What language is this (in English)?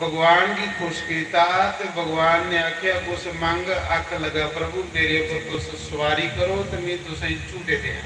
Dogri